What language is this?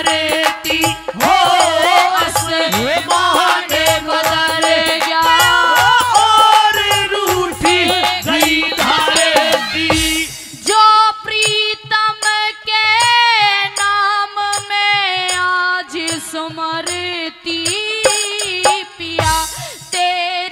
Haryanvi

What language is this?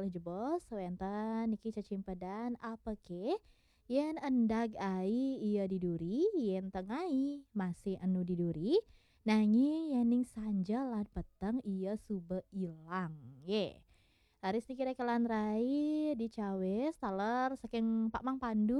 Balinese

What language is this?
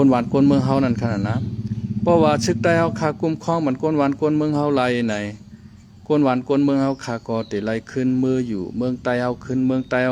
Shan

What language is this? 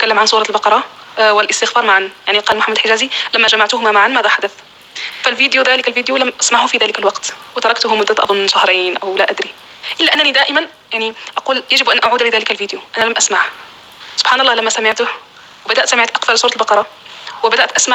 North Levantine Arabic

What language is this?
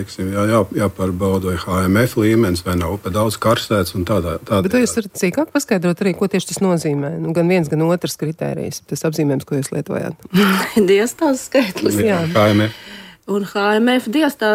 Latvian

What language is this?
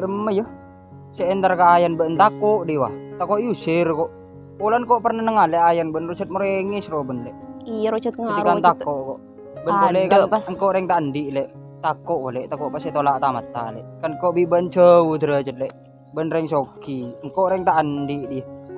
Madurese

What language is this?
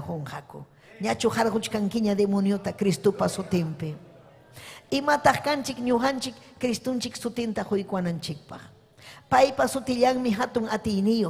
Ayacucho Quechua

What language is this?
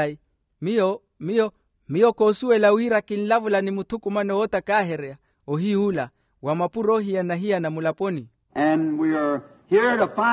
Makhuwa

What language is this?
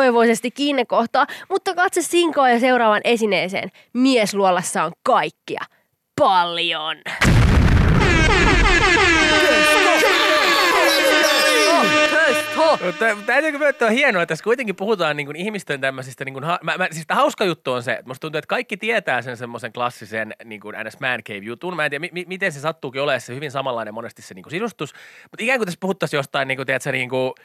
Finnish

